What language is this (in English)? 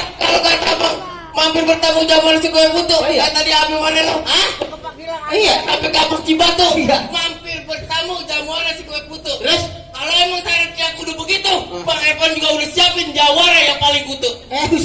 Betawi